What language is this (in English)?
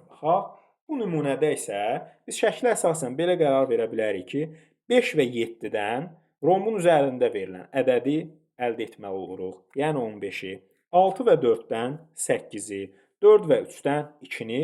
Azerbaijani